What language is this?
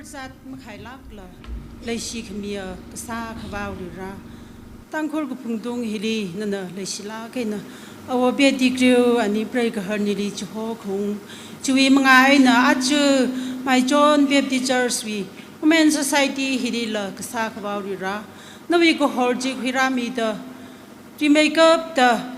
Tangkhul Naga (India)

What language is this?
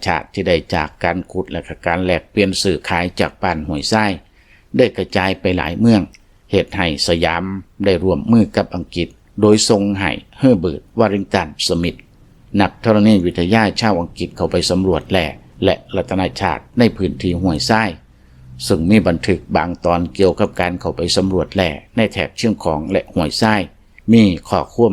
Lao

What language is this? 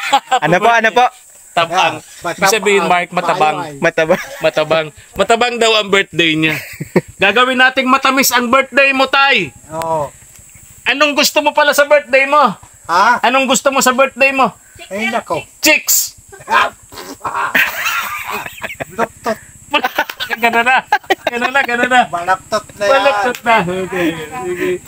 Filipino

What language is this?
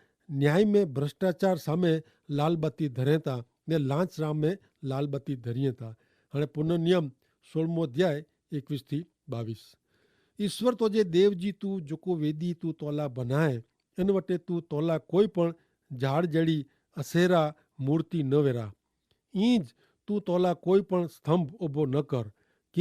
Kachhi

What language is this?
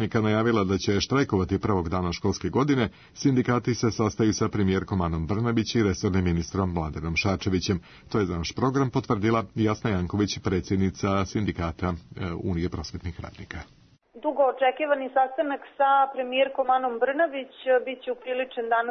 Serbian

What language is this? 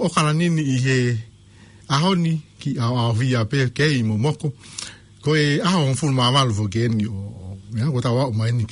Tongan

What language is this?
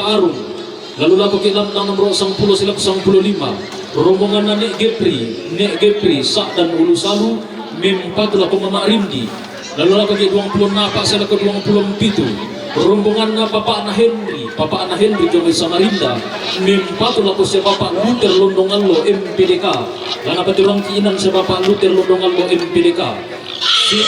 Toraja-Sa'dan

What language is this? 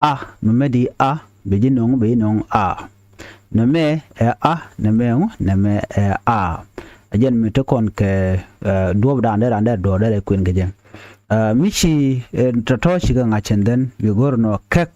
Nuer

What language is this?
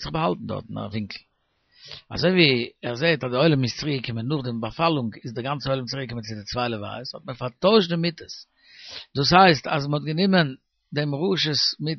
Yiddish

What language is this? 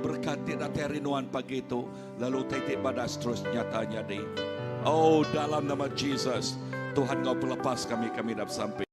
Iban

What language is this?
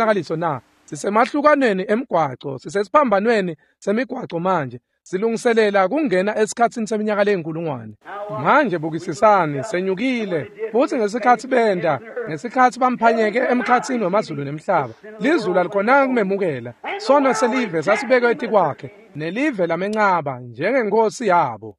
Swati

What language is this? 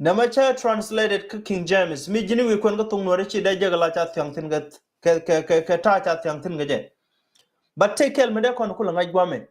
Nuer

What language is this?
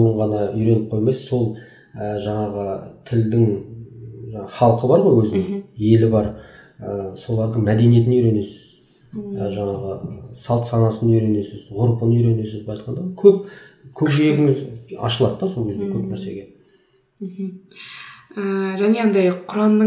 Kazakh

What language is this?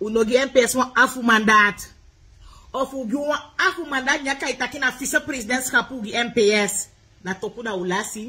Sranan Tongo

